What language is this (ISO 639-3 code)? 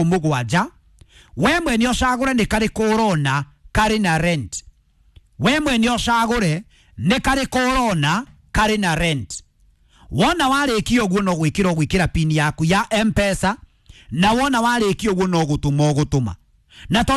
kik